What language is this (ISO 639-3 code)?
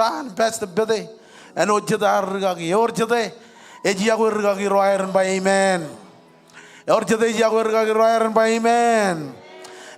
mah